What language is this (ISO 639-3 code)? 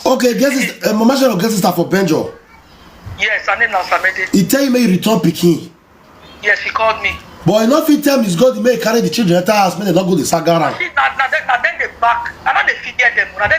pcm